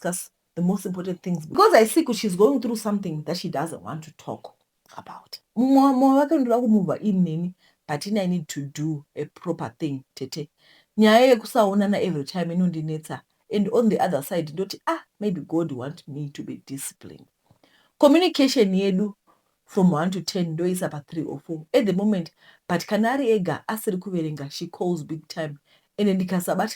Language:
Shona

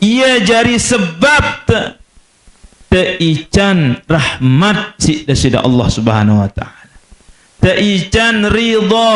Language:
Sasak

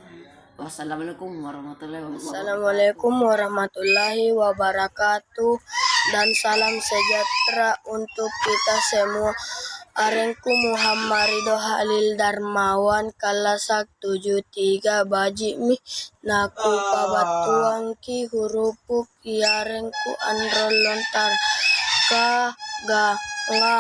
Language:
Makasar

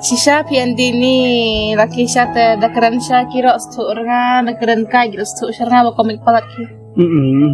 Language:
Khasi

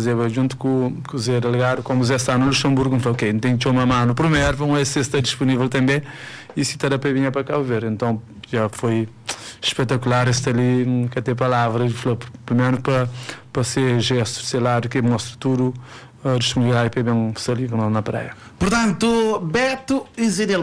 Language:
Kabuverdianu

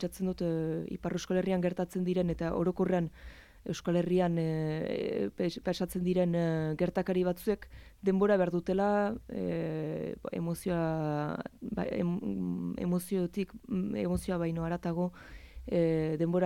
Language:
Basque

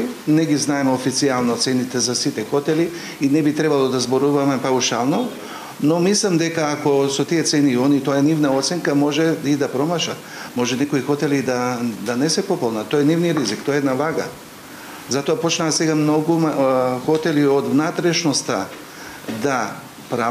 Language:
Macedonian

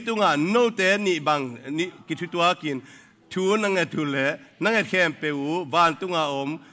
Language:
Tedim Chin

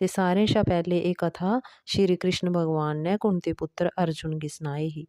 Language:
Dogri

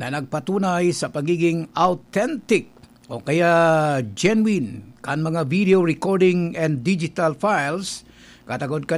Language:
Bikol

